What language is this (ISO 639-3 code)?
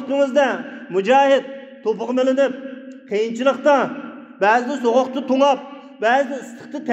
uig